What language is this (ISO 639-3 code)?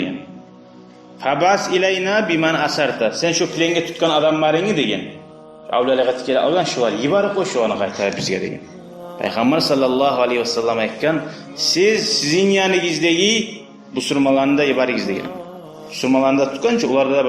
kum